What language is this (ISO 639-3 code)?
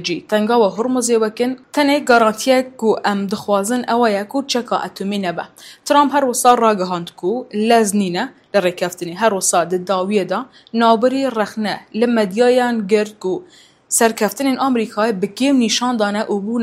kur